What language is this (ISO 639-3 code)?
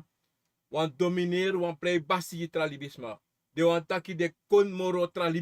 srn